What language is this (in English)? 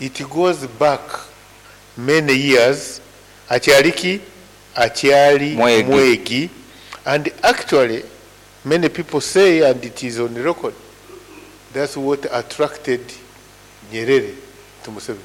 Nyankole